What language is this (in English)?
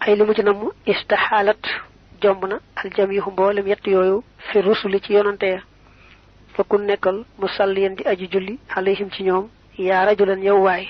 Wolof